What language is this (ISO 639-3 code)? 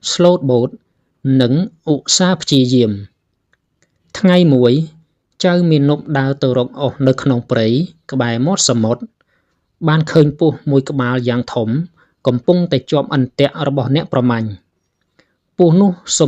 khm